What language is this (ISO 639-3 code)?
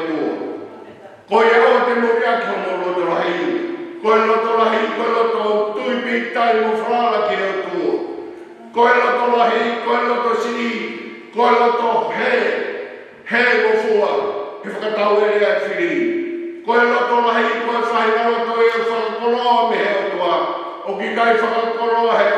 ton